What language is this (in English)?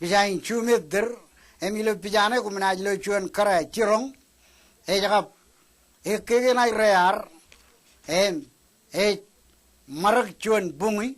Marshallese